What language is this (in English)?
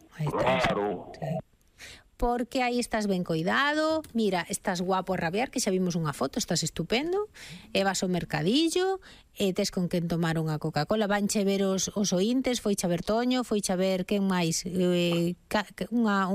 Galician